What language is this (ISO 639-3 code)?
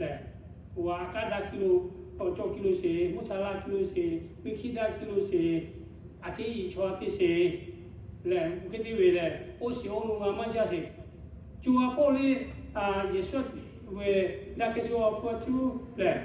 lhu